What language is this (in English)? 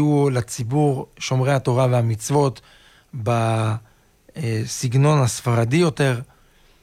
Hebrew